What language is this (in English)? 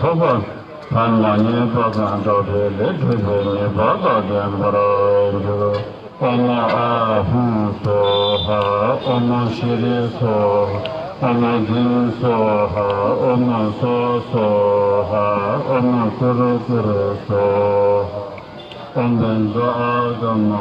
Tibetan